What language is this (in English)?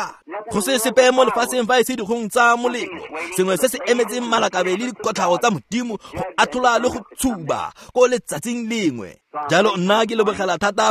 Tswana